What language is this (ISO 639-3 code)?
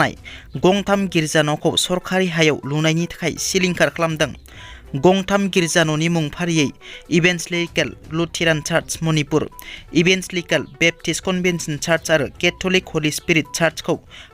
brx